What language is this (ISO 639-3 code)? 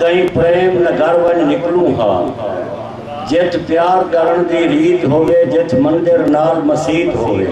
skr